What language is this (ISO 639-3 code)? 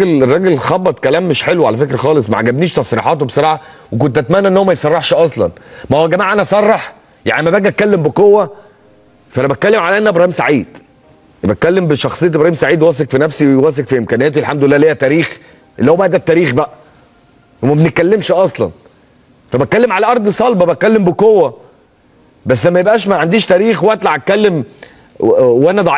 arz